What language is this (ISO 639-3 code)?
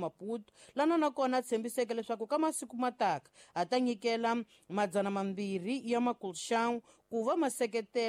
tso